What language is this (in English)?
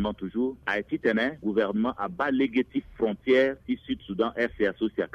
Sango